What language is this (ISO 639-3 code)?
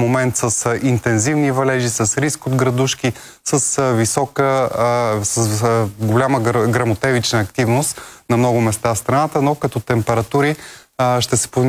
bul